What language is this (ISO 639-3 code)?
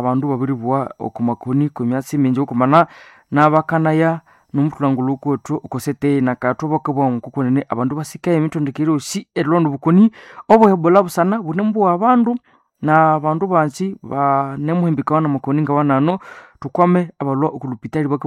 nnb